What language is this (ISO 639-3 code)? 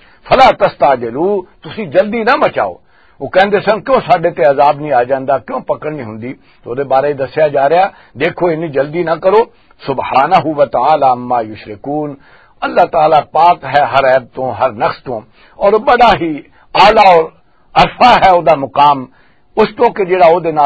lah